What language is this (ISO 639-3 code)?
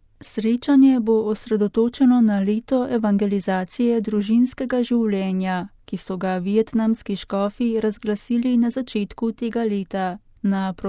slv